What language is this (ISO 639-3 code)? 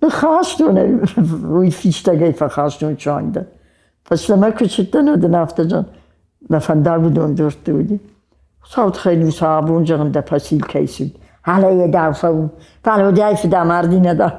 oss